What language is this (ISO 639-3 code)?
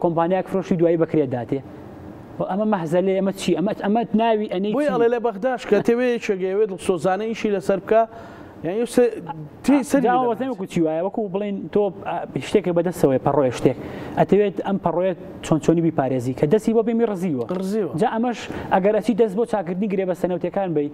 ckb